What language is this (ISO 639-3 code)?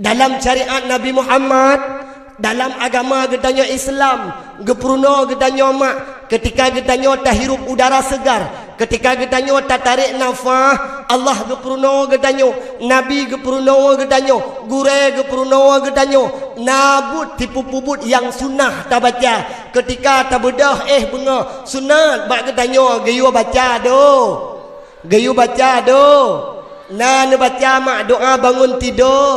ace